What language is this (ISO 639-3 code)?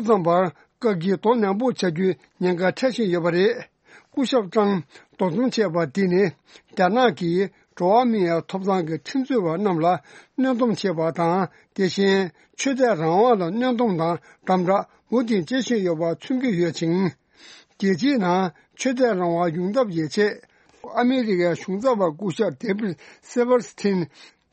bod